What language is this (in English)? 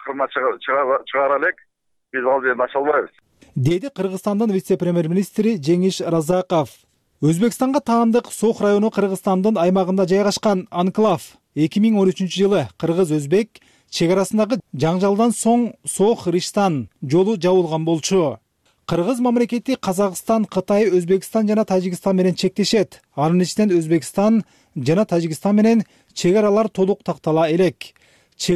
Kyrgyz